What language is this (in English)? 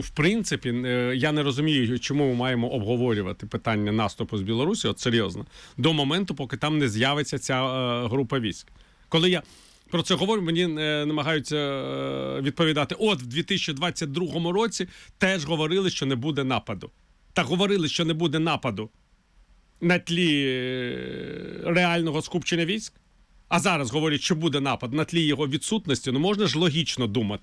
Ukrainian